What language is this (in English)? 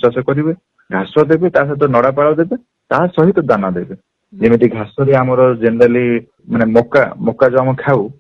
Odia